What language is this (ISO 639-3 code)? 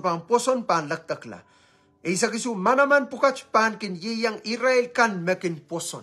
pon